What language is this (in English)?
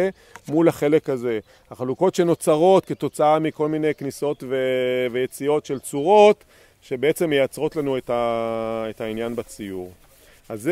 Hebrew